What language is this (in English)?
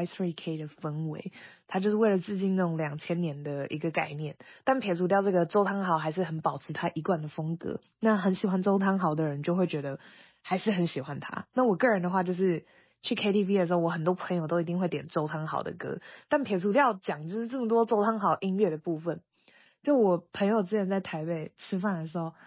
Chinese